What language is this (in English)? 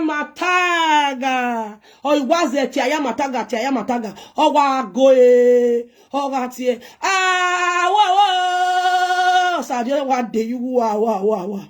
Nigerian Pidgin